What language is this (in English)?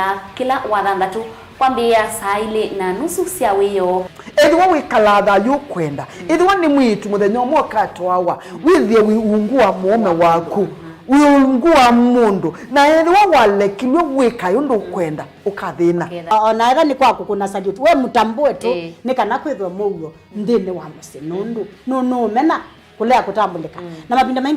Kamba